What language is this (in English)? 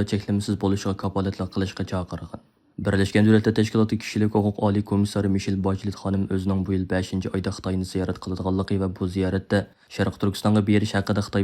Uyghur